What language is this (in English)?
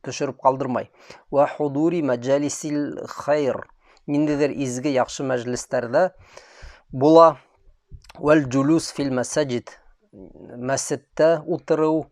Bashkir